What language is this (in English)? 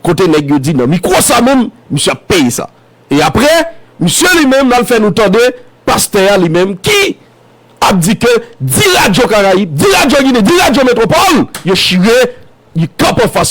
Haitian Creole